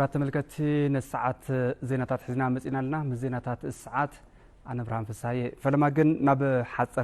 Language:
Tigrinya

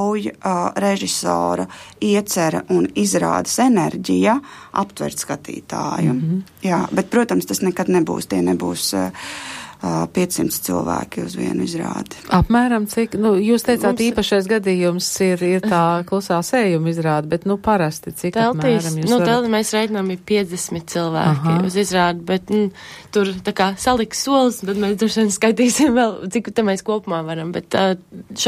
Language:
Latvian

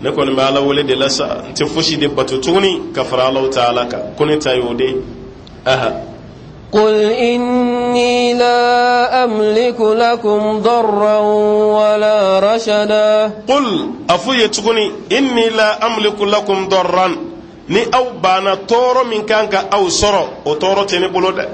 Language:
Bambara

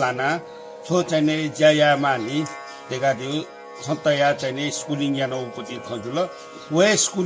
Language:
Newari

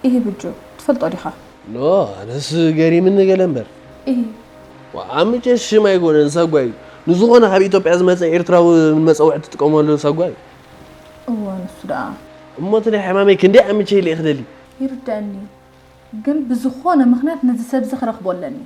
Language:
Tigrinya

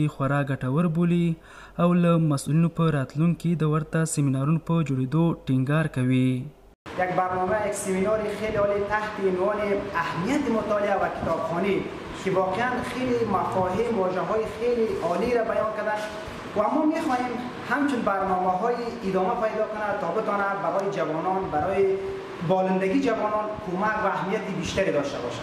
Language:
Pashto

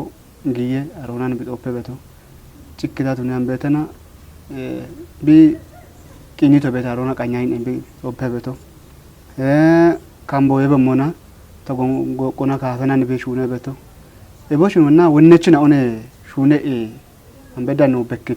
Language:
Kafa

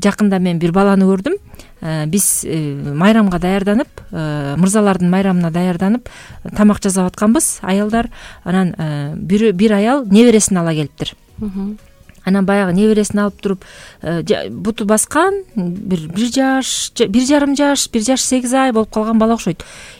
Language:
Kyrgyz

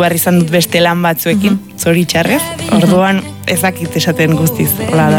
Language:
Basque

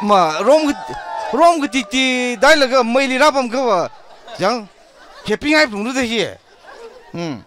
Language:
Tangkhul Naga (India)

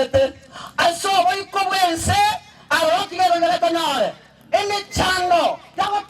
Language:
Gusii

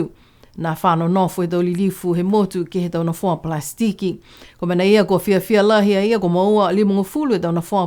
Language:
Niuean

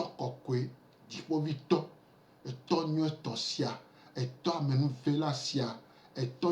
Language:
Gen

